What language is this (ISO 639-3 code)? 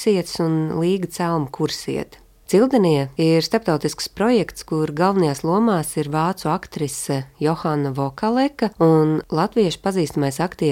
lav